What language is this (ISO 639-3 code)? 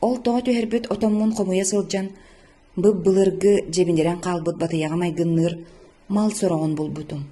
sah